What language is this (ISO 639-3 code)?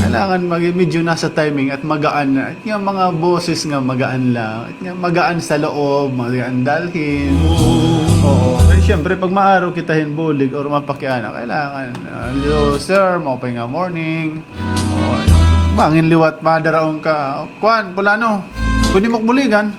war